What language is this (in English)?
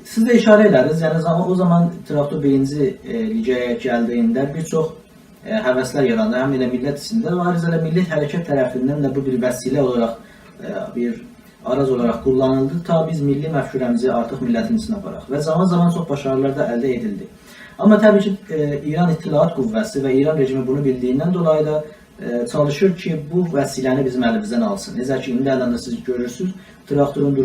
South Azerbaijani